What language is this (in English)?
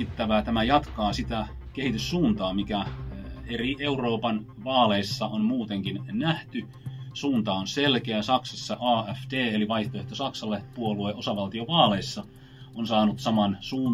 Finnish